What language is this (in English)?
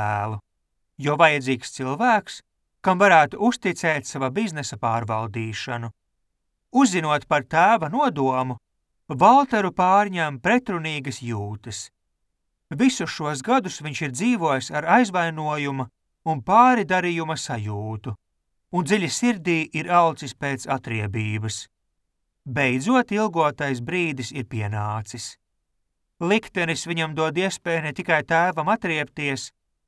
Latvian